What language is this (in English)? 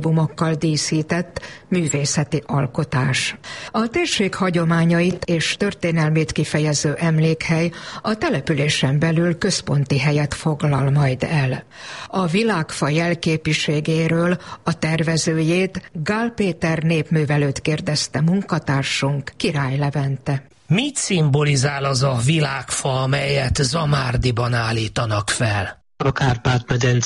Hungarian